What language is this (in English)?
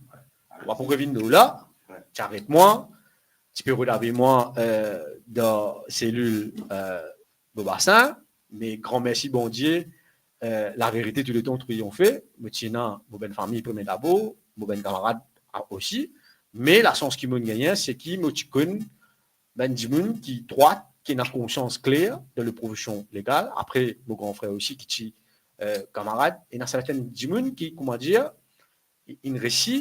Morisyen